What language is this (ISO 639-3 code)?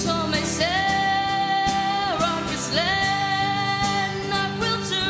gle